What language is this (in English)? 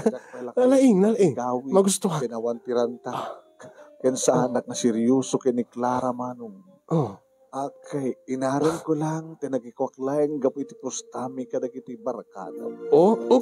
Iloko